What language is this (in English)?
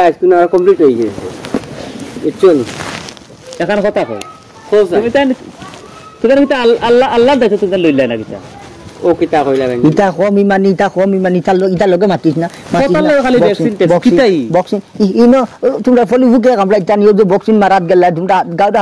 Sylheti